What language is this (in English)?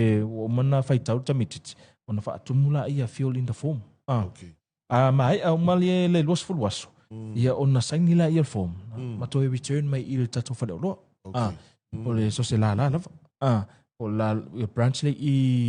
Samoan